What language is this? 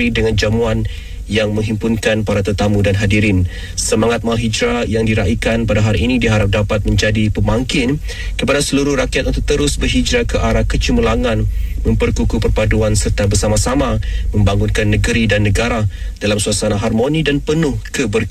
Malay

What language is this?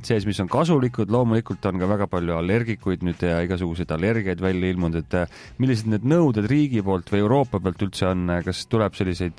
Estonian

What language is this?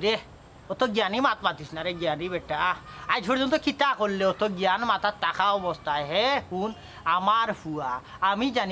Sylheti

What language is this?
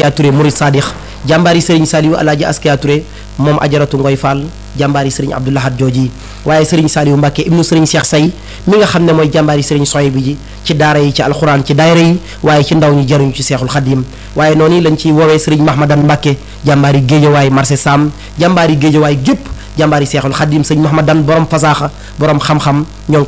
Wolof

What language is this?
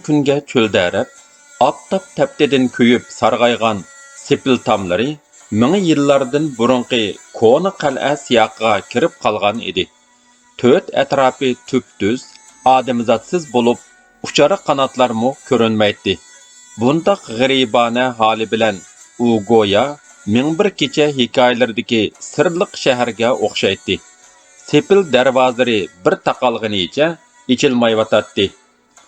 Uyghur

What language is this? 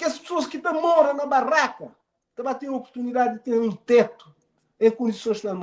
Kabuverdianu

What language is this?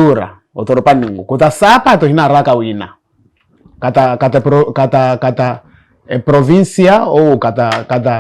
Makhuwa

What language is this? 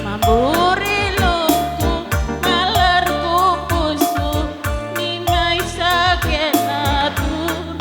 Batak Karo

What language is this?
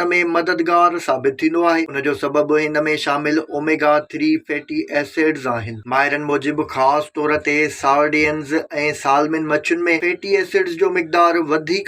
Sindhi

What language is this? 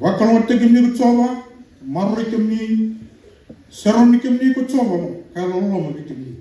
Fijian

